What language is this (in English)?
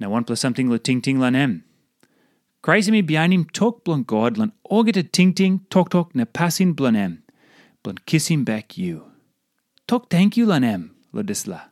Tok Pisin